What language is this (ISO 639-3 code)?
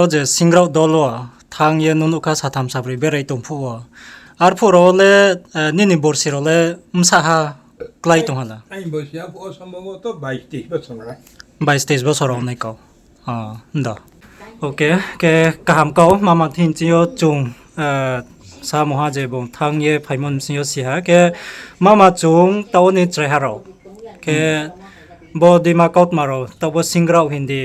ria